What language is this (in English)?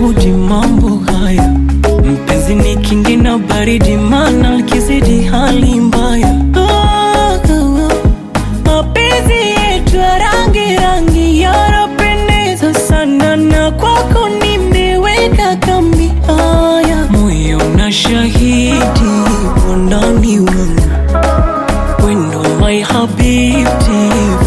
Swahili